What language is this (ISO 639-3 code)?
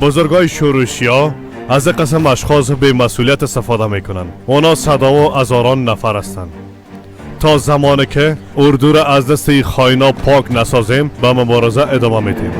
fas